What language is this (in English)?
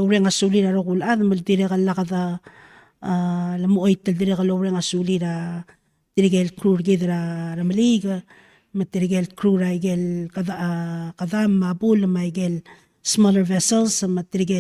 Palauan